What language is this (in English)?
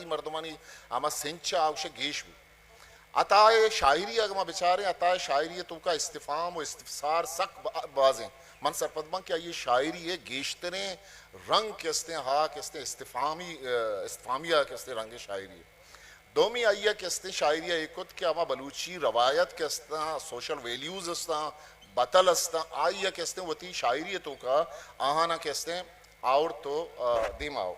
Eastern Balochi